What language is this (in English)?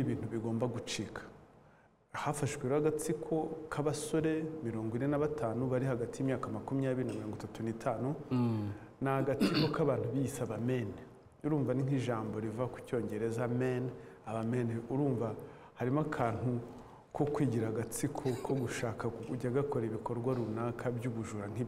Kinyarwanda